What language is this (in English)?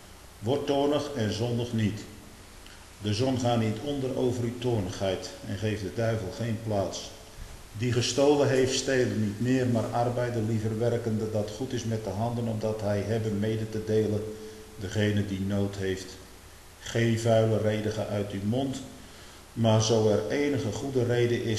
Dutch